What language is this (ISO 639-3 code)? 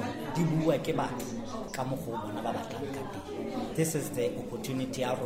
sot